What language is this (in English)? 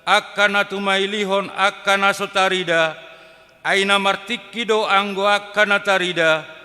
Batak Toba